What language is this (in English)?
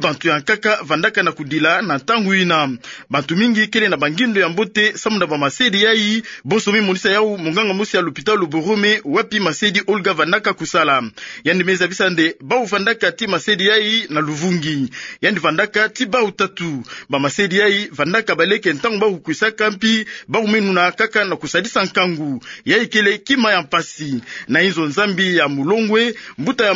Kituba (Democratic Republic of Congo)